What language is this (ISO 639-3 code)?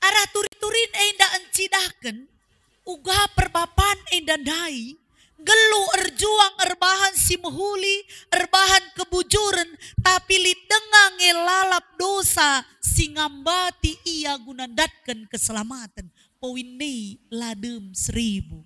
btx